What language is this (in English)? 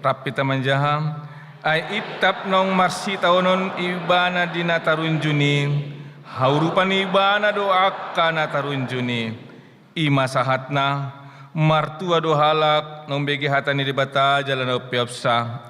Batak Toba